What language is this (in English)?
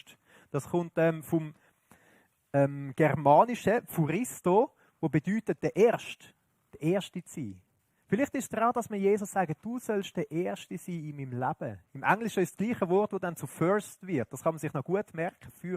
Swiss German